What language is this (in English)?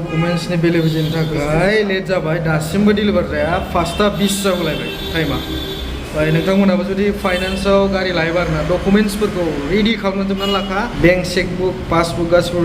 Bodo